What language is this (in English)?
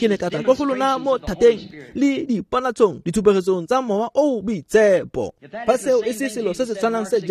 Tswana